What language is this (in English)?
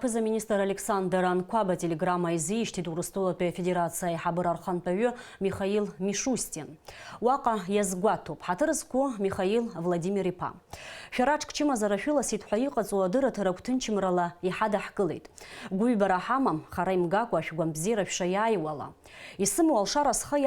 Abkhazian